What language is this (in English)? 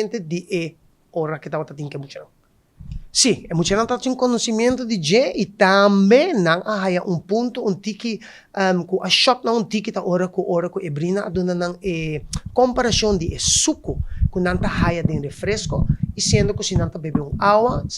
Papiamento